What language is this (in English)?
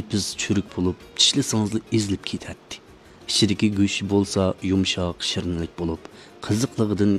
Uyghur